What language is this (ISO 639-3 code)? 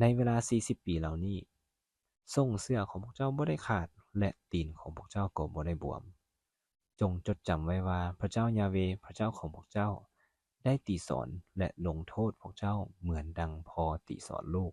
lao